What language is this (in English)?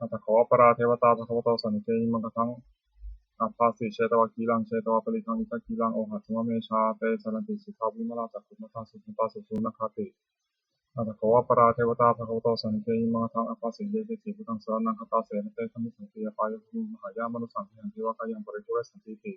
Pali